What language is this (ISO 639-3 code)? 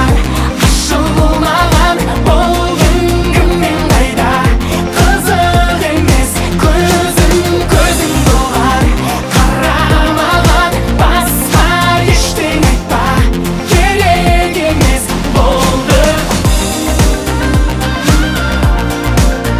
kaz